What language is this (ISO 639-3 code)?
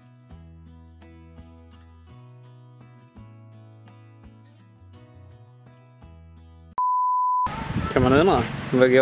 swe